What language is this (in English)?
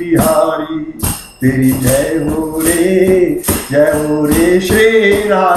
Hindi